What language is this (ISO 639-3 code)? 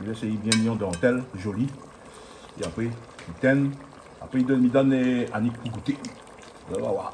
rcf